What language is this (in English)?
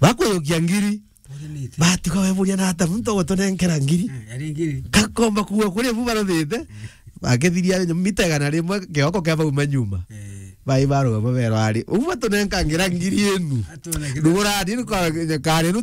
Meru